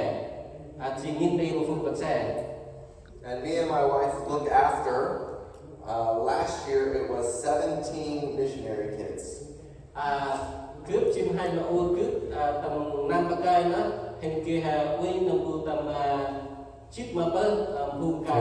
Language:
Central Mnong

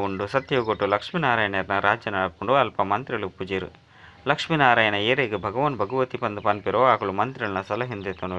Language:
Tulu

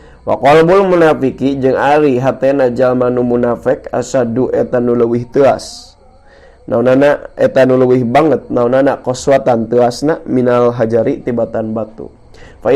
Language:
Sundanese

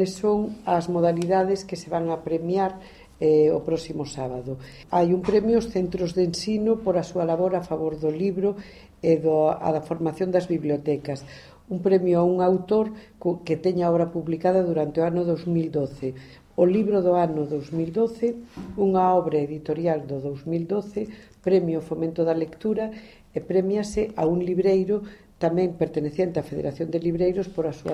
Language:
Galician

